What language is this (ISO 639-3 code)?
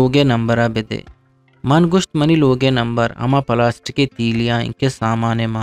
bgp